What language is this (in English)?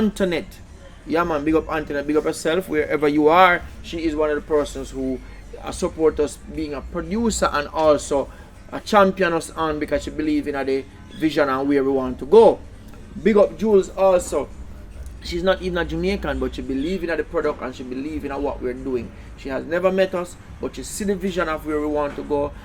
Jamaican Creole English